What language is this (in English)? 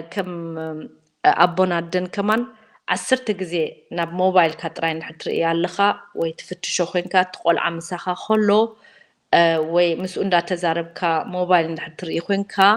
Tigrinya